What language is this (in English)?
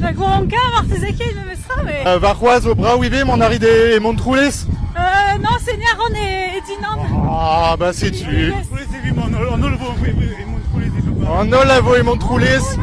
Breton